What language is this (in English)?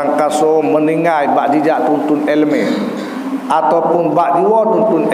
Achinese